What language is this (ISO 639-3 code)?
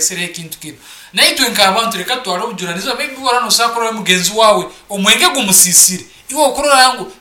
nyn